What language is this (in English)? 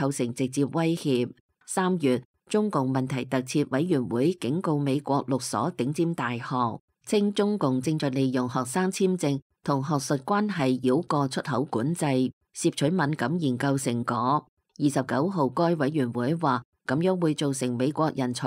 Cantonese